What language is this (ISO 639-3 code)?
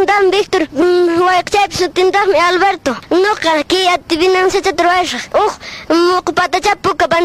que